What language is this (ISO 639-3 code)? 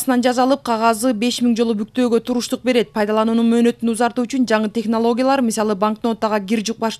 kir